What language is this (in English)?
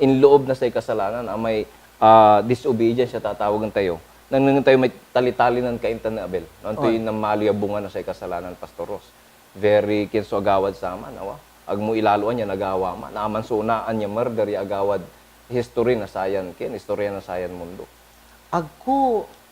Pangasinan